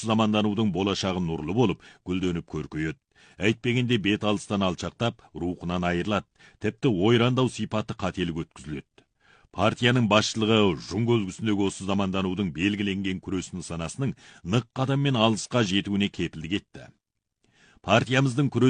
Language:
Kazakh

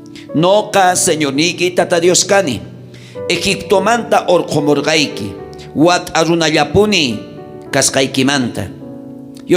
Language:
South Bolivian Quechua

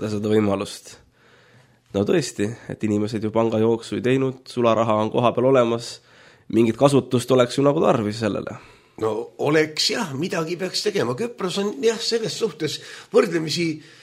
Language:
Estonian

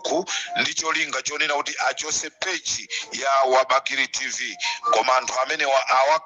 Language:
Nyanja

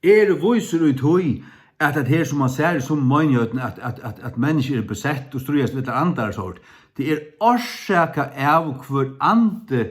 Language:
Faroese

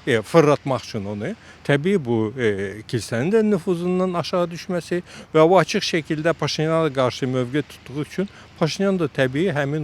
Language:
Azerbaijani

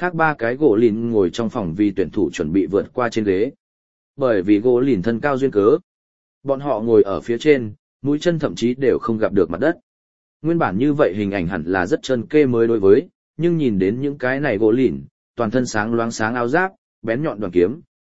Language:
Vietnamese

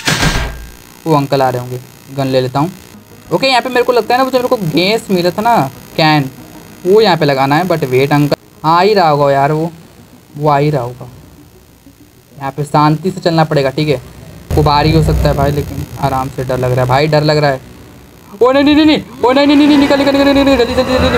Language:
Hindi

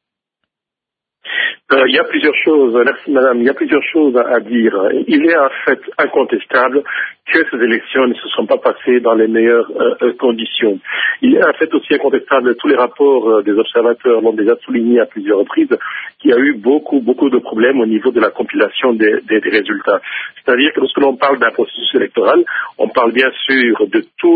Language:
French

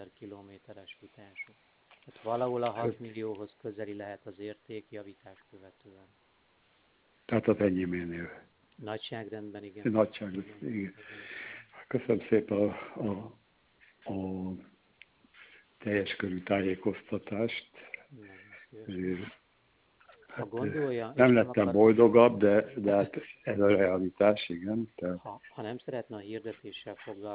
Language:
Hungarian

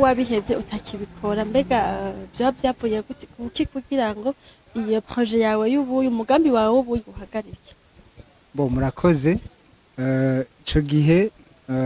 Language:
Rundi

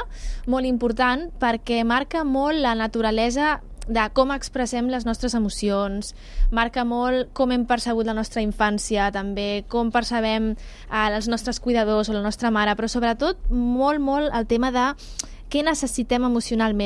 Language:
Catalan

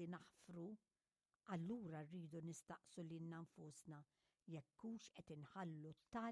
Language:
Maltese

